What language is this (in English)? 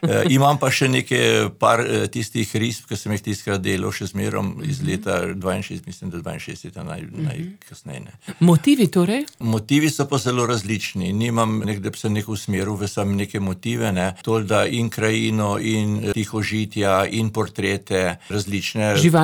Slovenian